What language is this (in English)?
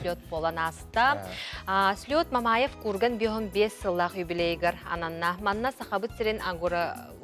Yakut